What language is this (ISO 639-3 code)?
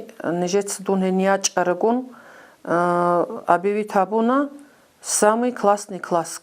ava